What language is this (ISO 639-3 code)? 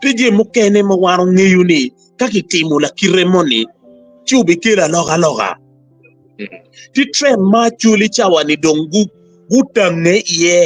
ach